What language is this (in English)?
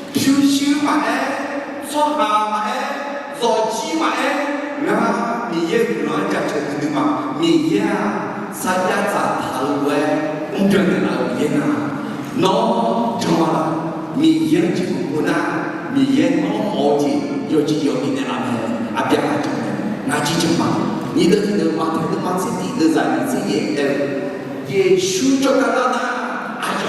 Akha